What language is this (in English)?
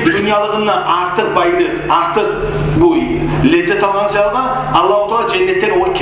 Kumyk